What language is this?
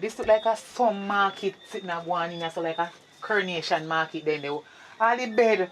Jamaican Creole English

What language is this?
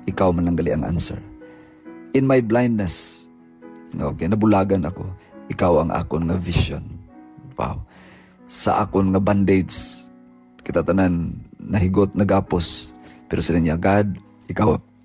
Hiligaynon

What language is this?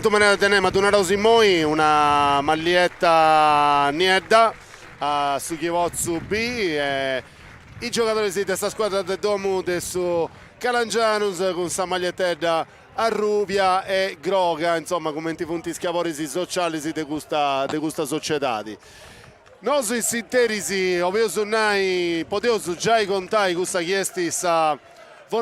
Sardinian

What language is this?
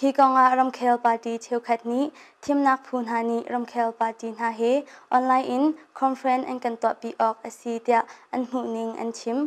Hakha Chin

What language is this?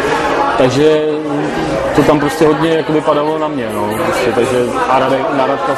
Czech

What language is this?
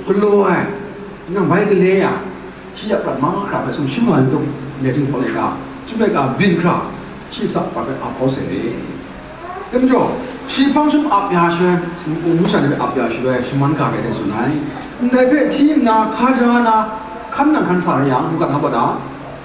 Kachin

